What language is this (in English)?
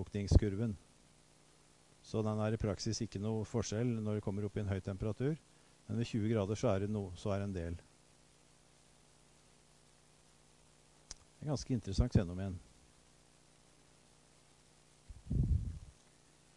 Norwegian